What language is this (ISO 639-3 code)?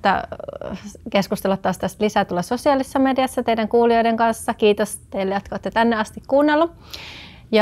fin